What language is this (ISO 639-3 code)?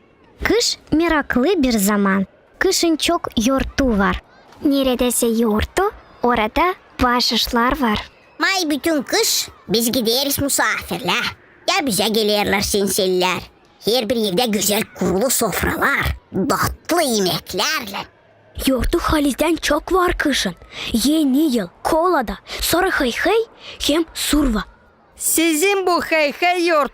gag